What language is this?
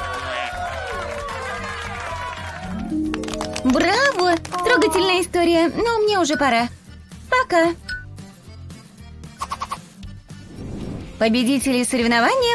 Russian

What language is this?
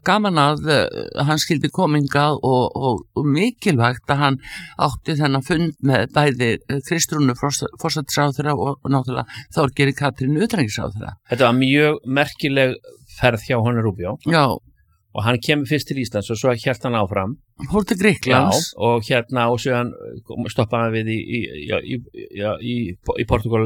Icelandic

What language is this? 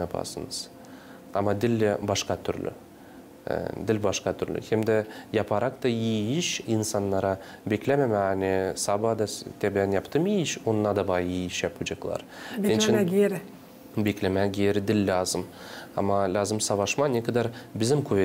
Gagauz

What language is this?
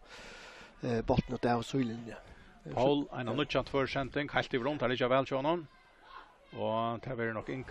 Faroese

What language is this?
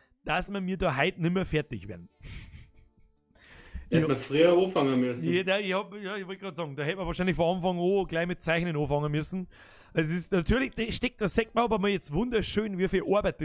Bavarian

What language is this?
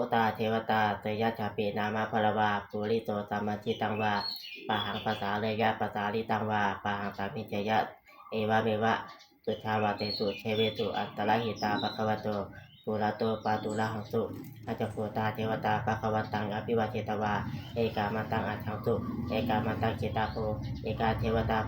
Pali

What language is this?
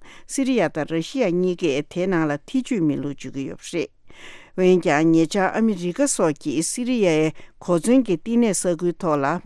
Tibetan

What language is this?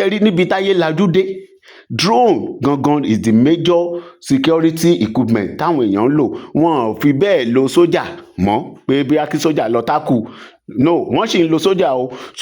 Yoruba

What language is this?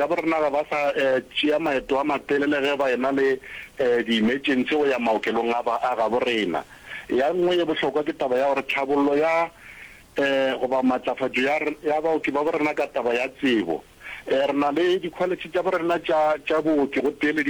Northern Sotho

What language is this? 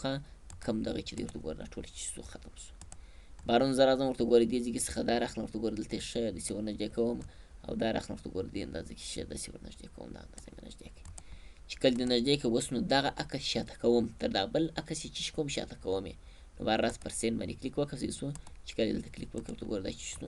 Pashto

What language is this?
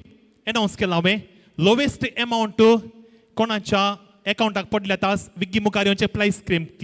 Konkani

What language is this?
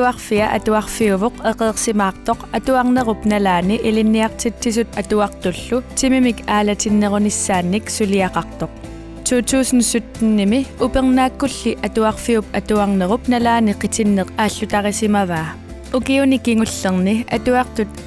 Kalaallisut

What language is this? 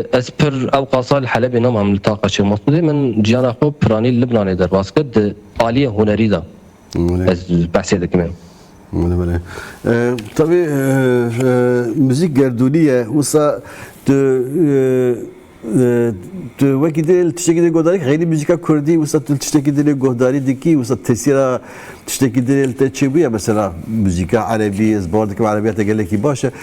Kurdish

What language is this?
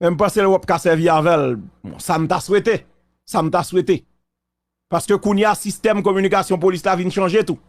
Haitian Creole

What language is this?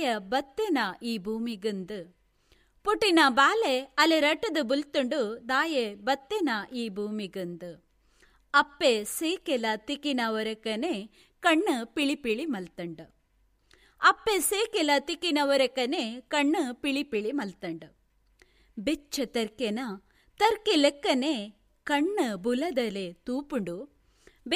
Tulu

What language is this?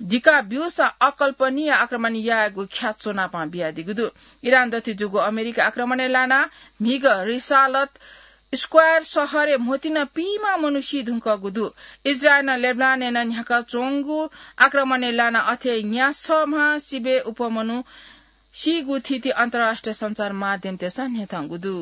Newari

